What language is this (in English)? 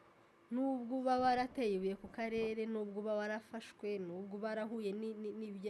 Kinyarwanda